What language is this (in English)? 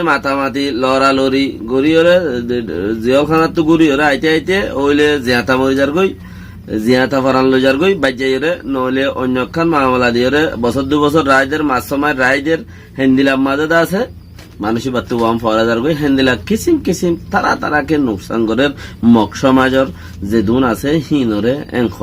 Rohingya